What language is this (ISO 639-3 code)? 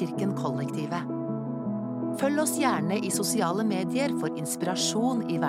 nor